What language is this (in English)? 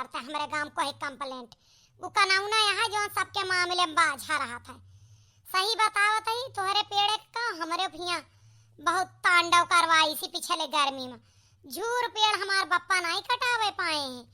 Awadhi